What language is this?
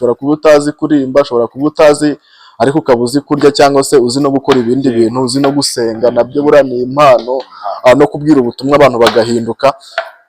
Kinyarwanda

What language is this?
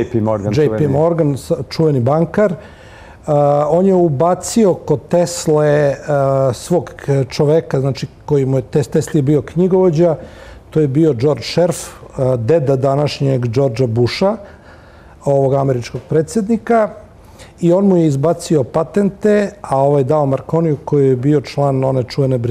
Serbian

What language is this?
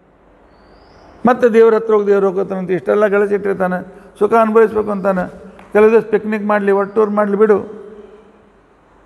Kannada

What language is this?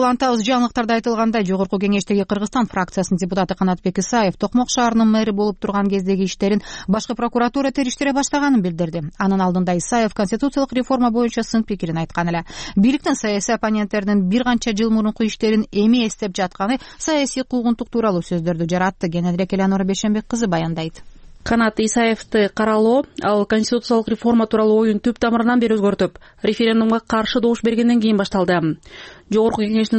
Kyrgyz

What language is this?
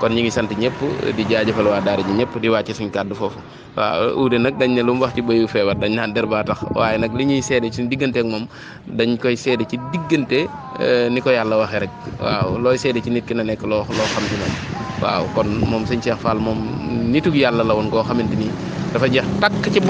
Wolof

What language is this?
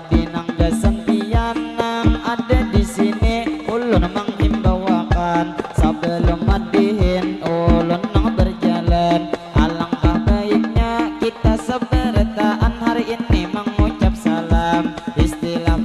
Banjar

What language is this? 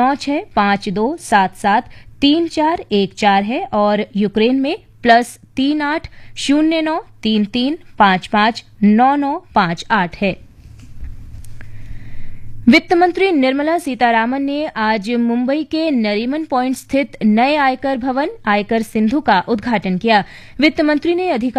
Hindi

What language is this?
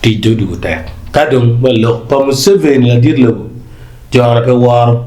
Acoli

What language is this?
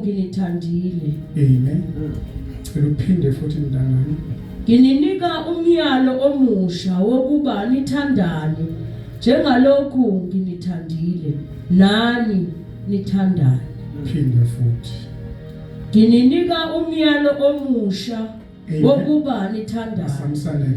Zulu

